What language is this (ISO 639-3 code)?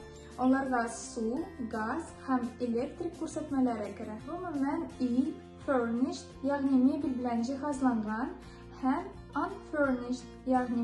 tat